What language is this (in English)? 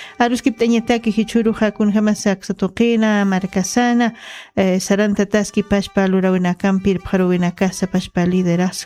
Aymara